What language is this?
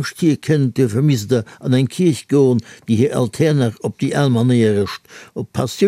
Luxembourgish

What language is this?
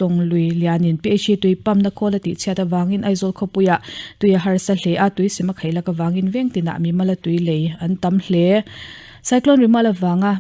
Mizo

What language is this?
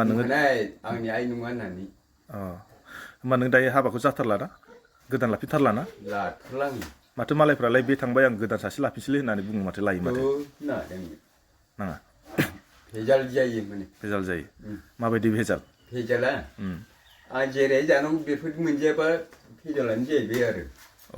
Bodo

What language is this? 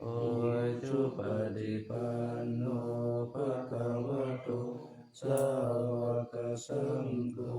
Pali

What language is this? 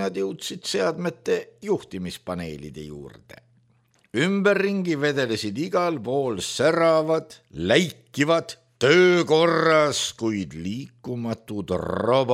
Estonian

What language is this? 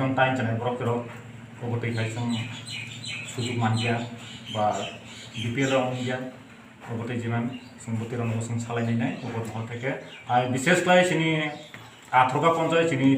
Kok Borok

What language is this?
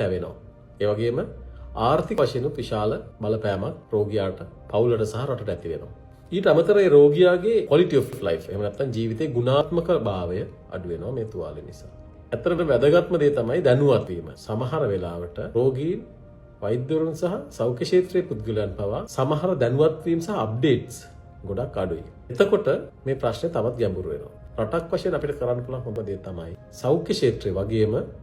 Sinhala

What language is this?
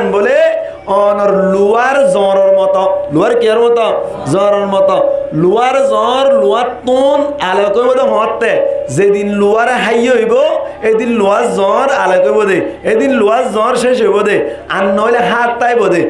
Rohingya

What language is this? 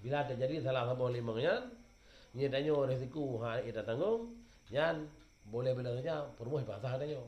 Achinese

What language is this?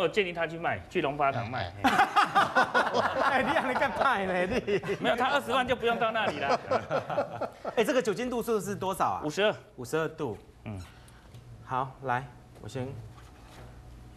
Chinese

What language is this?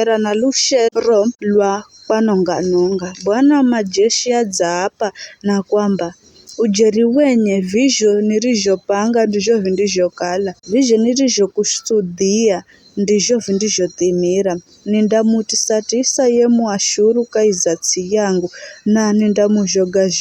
Giryama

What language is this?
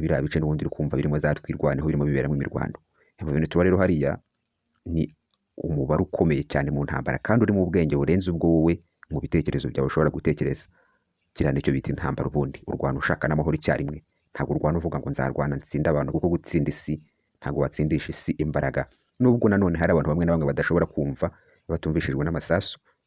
Kinyarwanda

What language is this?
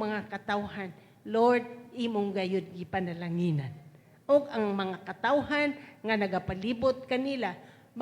Cebuano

